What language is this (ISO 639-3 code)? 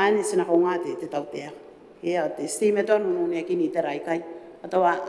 gil